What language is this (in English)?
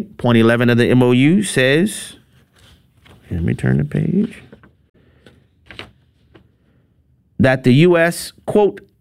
English